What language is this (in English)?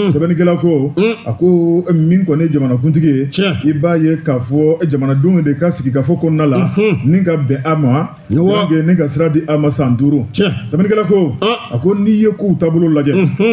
Bambara